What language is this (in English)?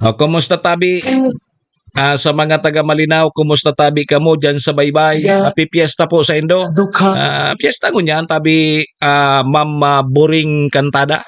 Bikol